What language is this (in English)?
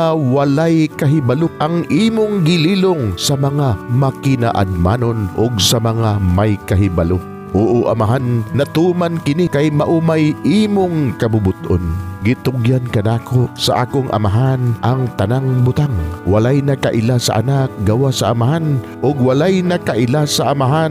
Cebuano